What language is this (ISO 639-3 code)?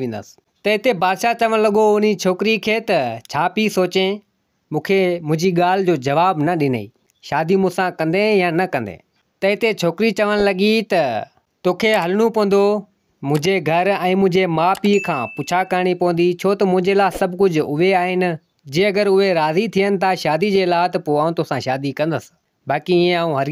snd